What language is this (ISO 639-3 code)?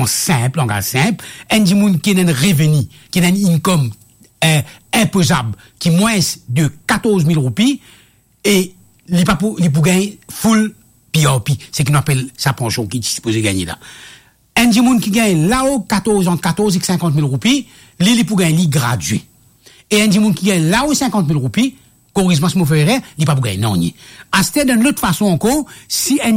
mfe